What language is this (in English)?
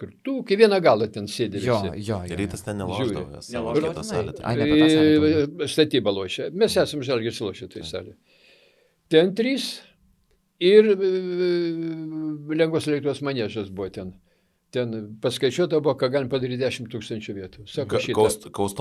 Lithuanian